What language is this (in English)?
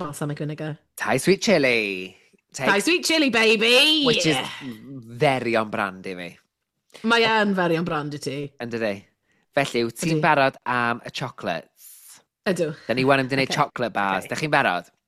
Welsh